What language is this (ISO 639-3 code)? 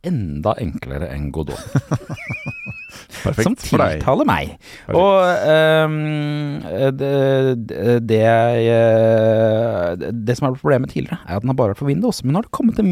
nor